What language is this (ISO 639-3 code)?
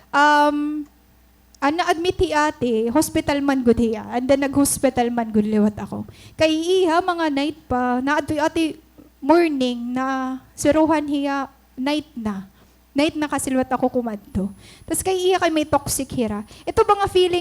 war